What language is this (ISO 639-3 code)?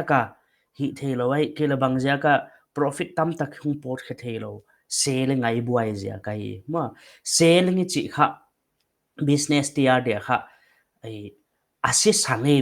pck